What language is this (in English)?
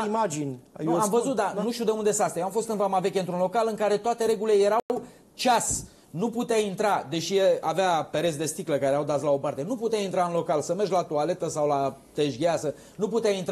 Romanian